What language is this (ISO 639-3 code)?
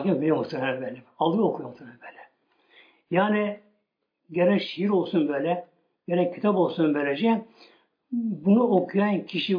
tur